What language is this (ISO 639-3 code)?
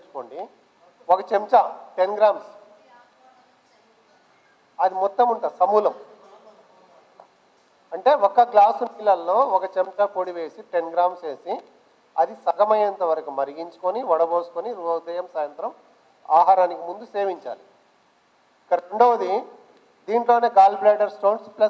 tel